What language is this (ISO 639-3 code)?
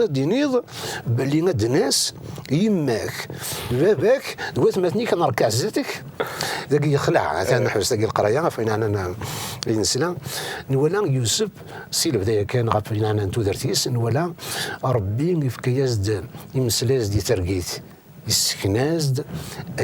kab